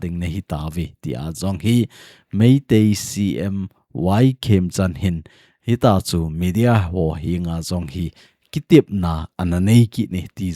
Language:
Thado Chin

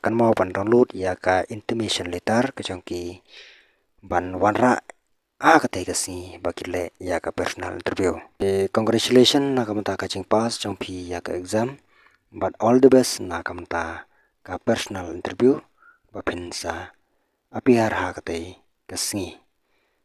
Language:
Khasi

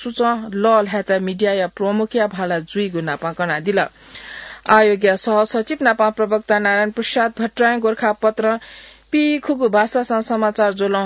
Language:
Newari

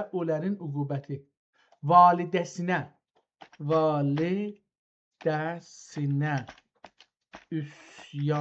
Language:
South Azerbaijani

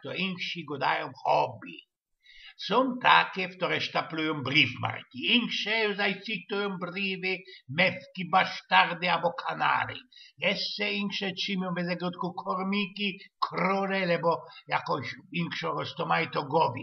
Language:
Silesian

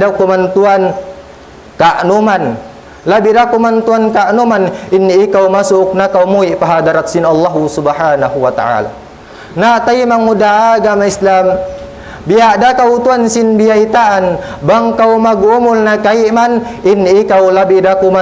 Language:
Tausug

